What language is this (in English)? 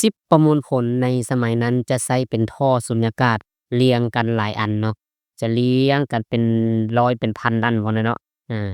Lao